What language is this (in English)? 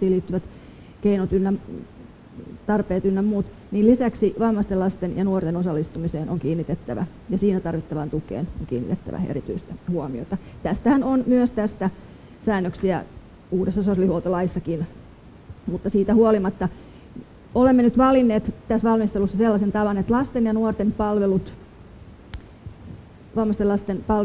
Finnish